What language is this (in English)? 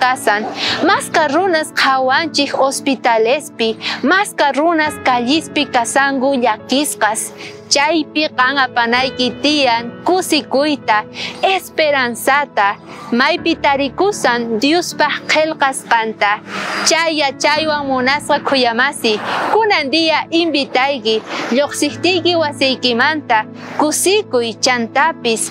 South Bolivian Quechua